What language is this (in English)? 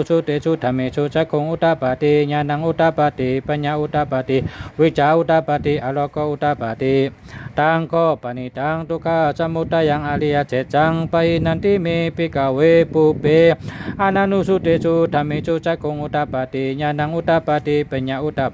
Shan